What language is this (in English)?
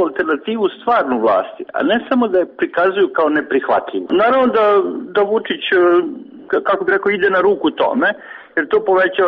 Serbian